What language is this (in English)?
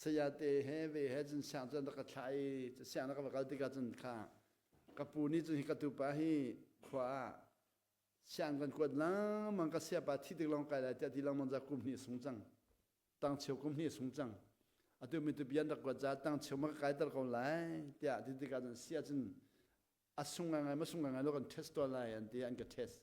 Hakha Chin